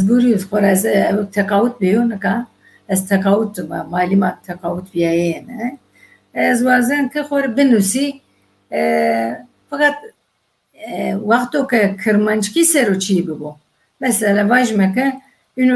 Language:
Zaza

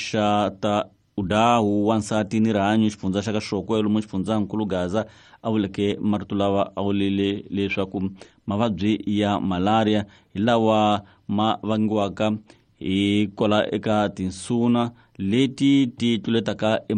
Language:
Tsonga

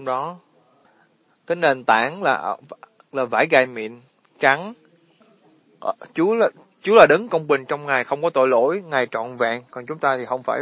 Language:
Vietnamese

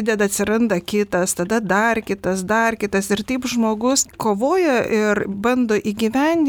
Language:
Lithuanian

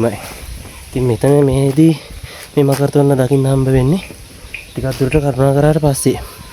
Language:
Sinhala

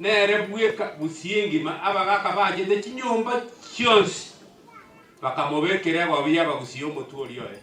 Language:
Gusii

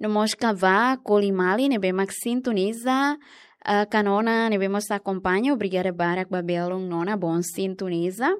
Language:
Tetum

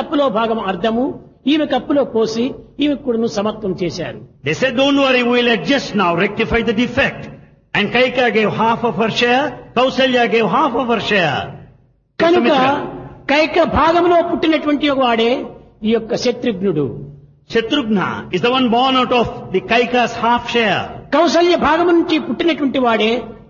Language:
Telugu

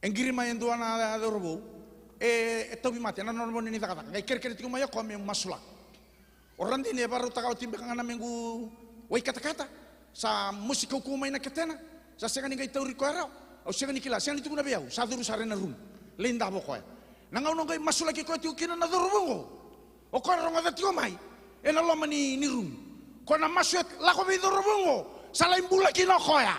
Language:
Fijian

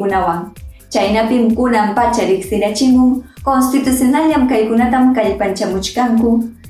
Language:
Ayacucho Quechua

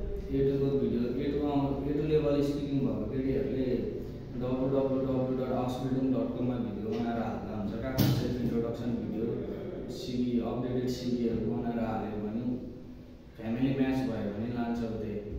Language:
Nepali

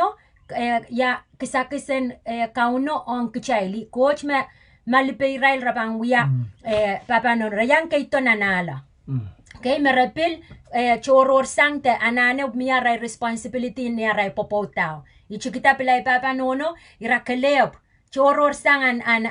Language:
Pohnpeian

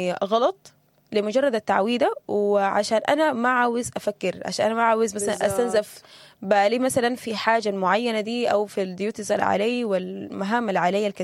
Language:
Sudanese Arabic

